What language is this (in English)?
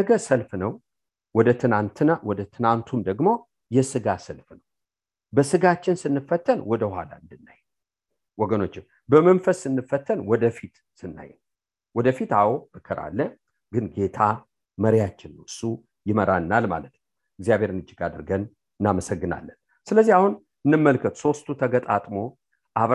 Amharic